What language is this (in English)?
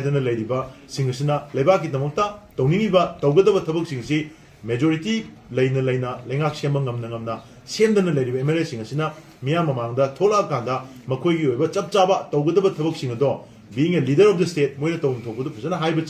Manipuri